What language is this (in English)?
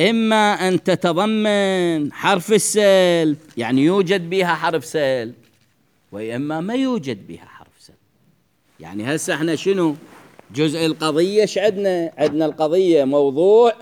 Mesopotamian Arabic